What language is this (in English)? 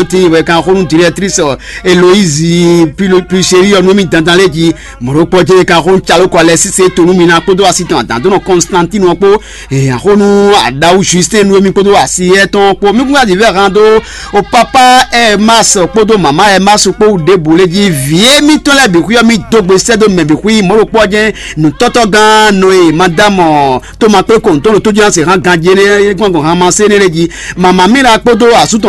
Fon